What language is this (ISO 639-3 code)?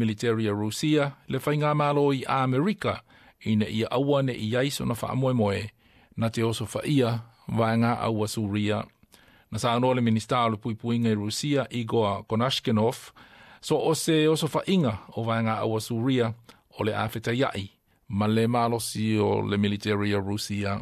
smo